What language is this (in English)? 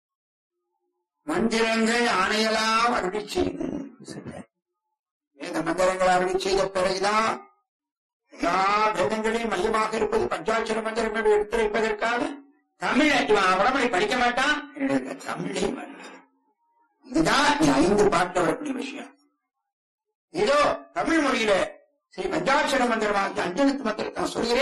Tamil